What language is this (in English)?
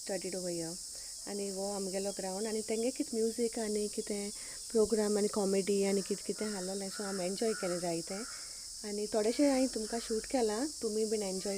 Konkani